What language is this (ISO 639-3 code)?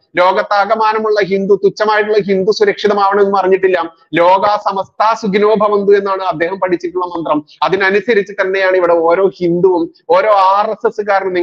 mal